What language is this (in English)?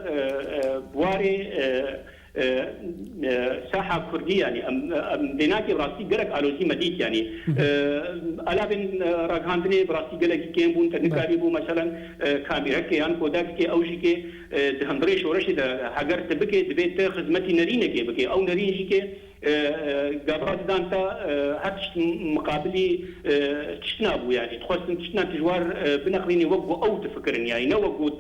Kurdish